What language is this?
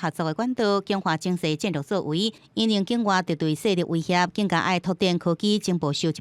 Min Nan Chinese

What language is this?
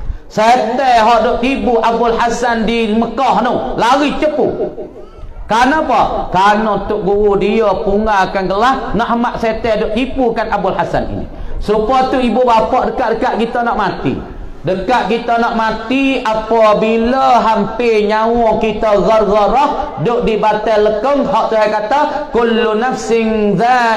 Malay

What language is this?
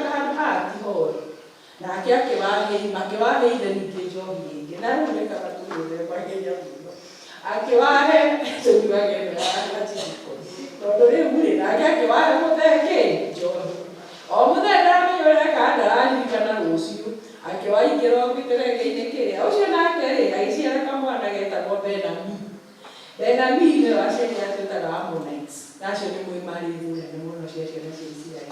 Kikuyu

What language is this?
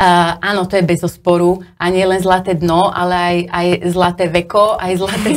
Slovak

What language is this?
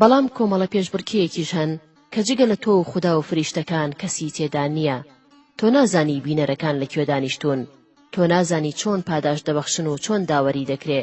Central Kurdish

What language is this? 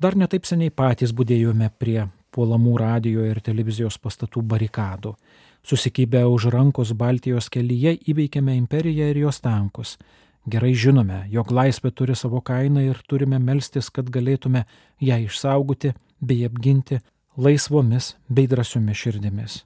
Lithuanian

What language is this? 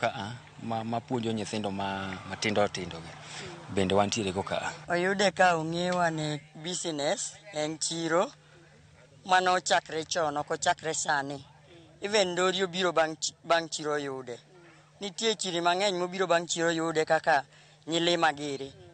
Luo (Kenya and Tanzania)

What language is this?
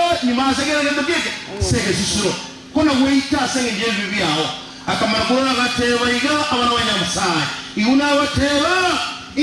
Gusii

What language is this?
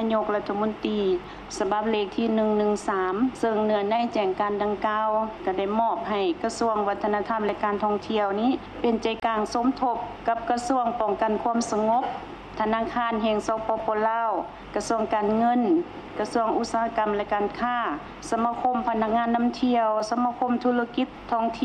Lao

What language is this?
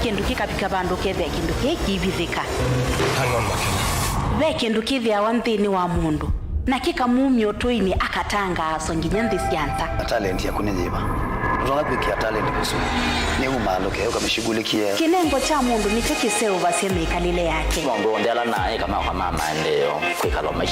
Kamba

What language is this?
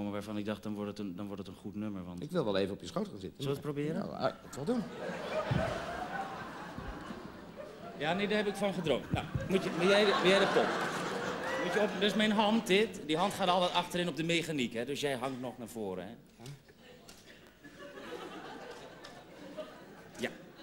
Dutch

